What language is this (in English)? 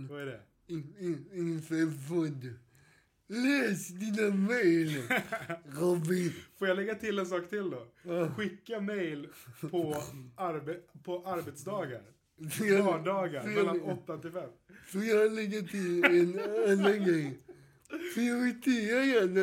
Swedish